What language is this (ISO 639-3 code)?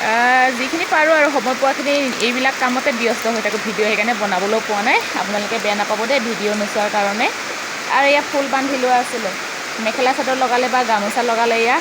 asm